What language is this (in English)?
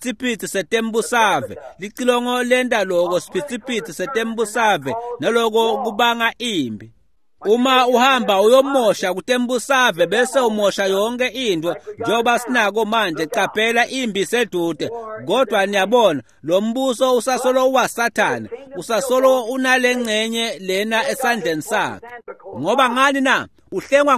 Swati